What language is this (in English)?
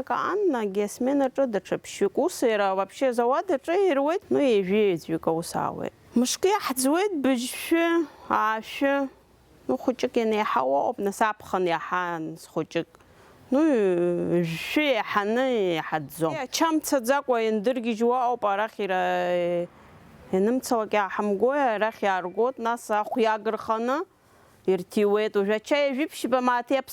Abkhazian